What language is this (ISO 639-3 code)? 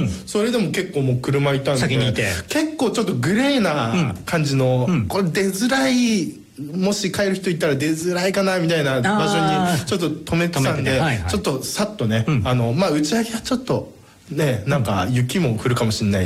jpn